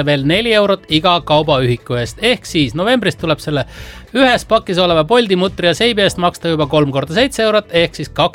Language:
Estonian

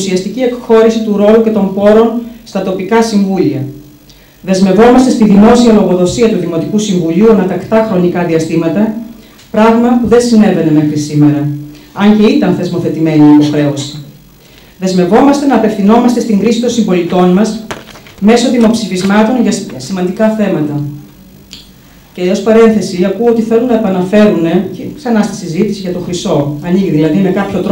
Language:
Greek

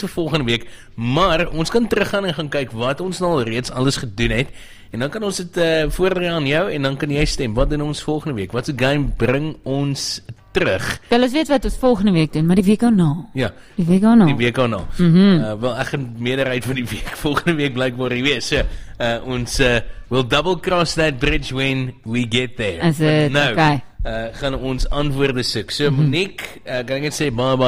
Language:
Afrikaans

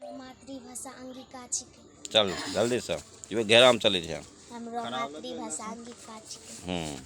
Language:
Angika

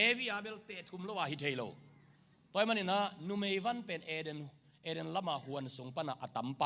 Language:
Tedim Chin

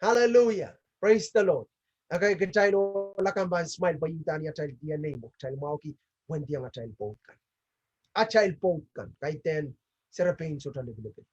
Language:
Pohnpeian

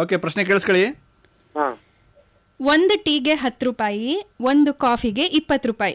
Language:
Kannada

